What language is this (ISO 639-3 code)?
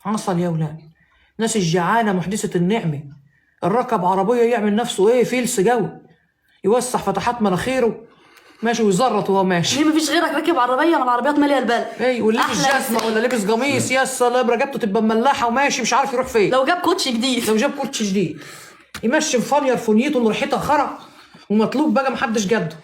arz